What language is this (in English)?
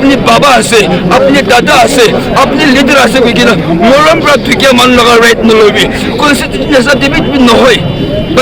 Naga Pidgin